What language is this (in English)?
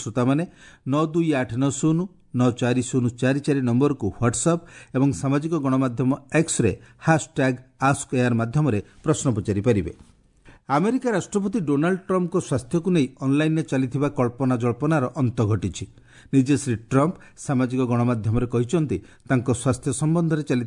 Odia